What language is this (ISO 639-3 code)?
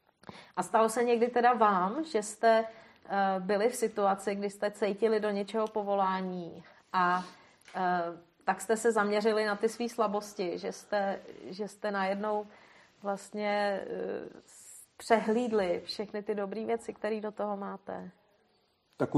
ces